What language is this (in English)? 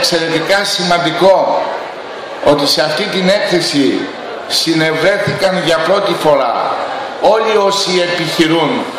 Greek